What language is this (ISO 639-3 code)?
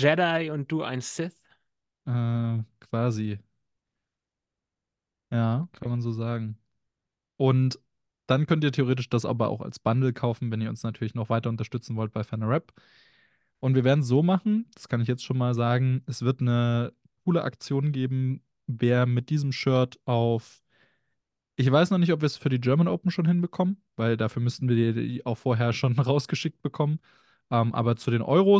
deu